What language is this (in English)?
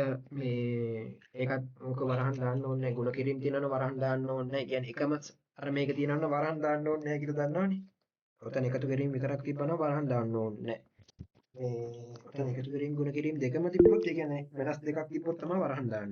Sinhala